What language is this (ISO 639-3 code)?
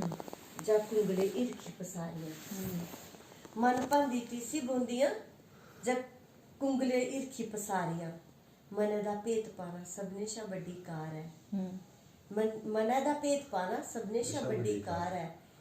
doi